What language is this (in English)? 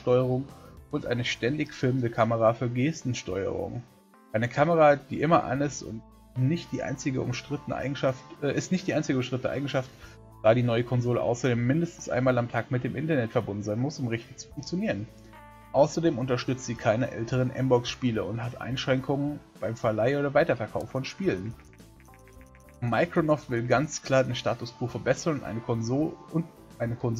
German